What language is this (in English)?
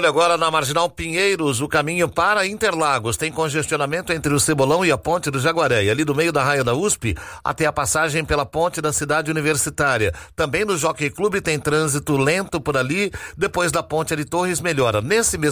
Portuguese